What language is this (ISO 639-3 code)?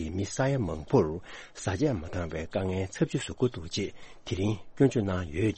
bod